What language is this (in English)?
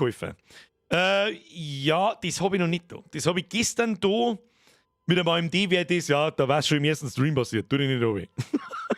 Bavarian